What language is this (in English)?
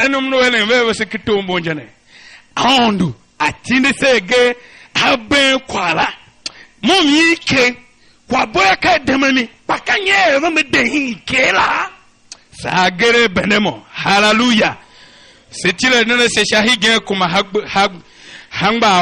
Tiv